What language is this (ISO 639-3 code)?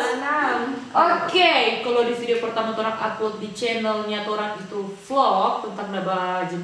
xmm